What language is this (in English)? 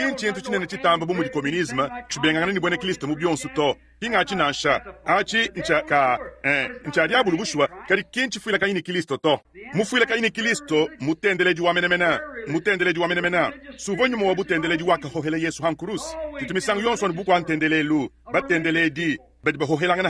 Luba-Lulua